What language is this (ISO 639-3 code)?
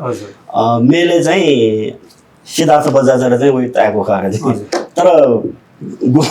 new